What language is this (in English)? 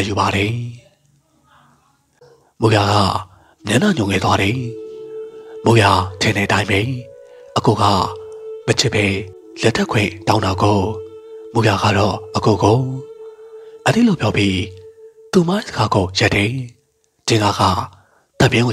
Burmese